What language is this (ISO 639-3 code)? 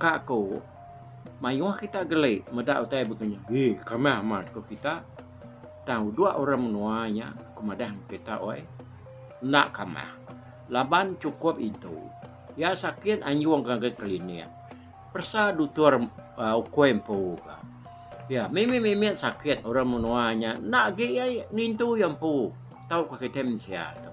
iba